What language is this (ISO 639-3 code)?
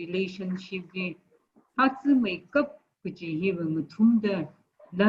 nmf